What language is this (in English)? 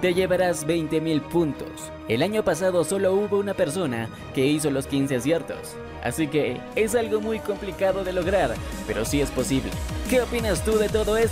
Spanish